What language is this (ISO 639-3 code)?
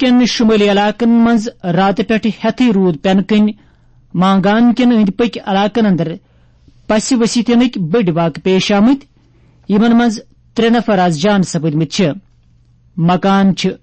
kas